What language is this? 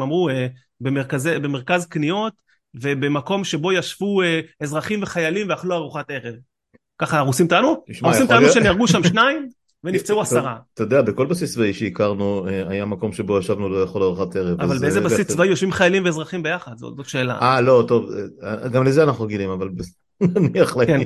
Hebrew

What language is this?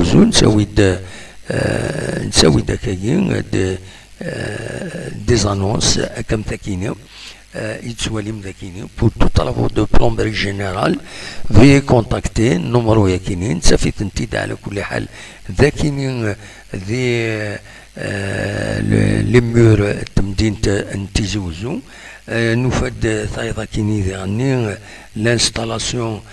Kabyle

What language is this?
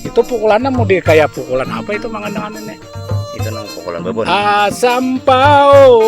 Banjar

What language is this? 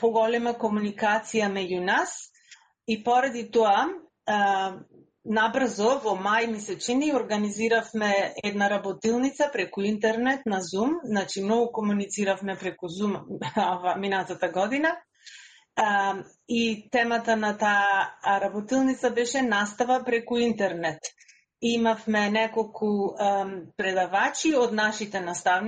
Macedonian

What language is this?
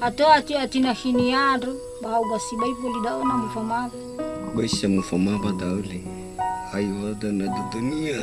Nias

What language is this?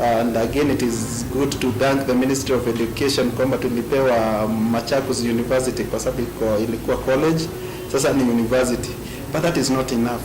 Kamba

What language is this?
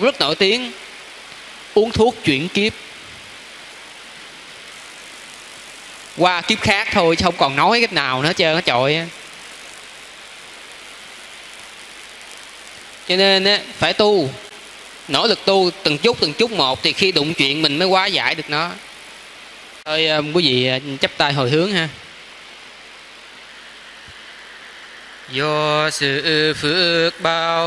Vietnamese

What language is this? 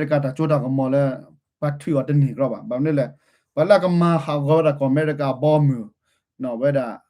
S'gaw Karen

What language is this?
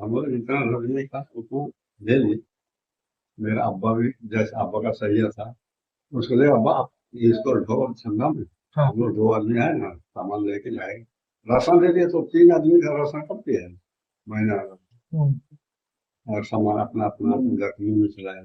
Sadri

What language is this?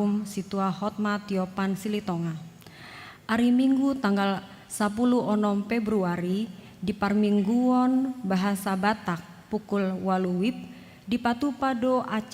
Batak Toba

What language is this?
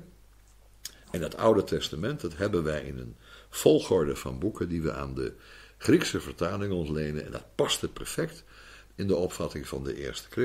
Dutch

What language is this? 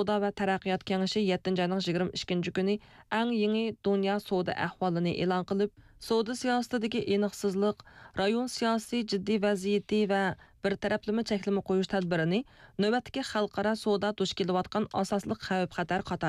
Uyghur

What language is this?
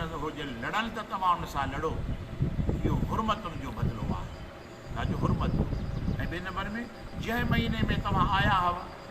Sindhi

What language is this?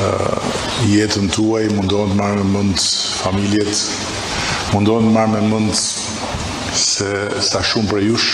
Albanian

